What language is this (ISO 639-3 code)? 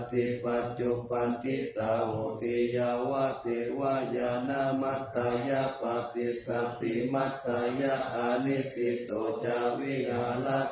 pli